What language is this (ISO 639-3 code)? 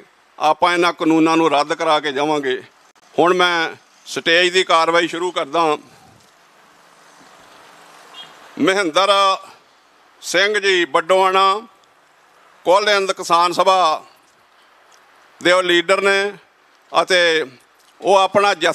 pan